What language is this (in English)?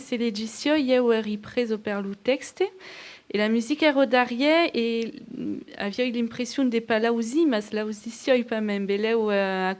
Occitan